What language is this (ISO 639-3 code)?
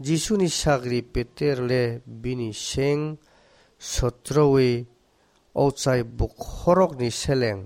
trp